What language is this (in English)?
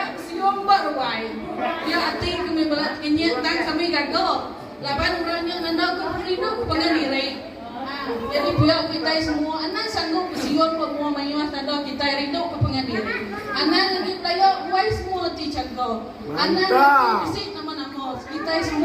Iban